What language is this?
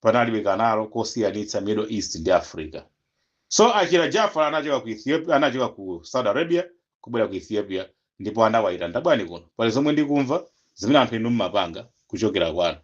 Nyanja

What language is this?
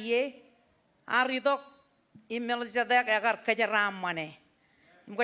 Marshallese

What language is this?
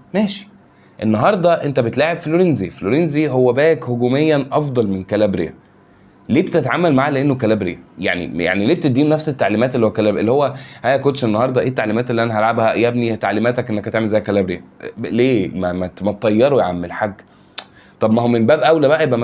Egyptian Arabic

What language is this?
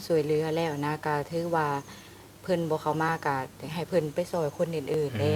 Lao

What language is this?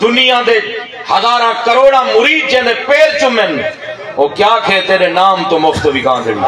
Saraiki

